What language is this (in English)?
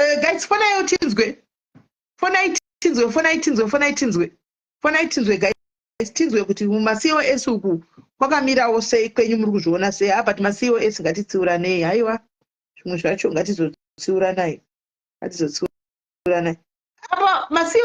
Shona